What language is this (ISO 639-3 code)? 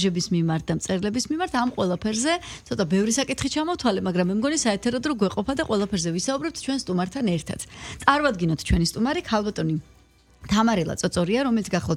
kat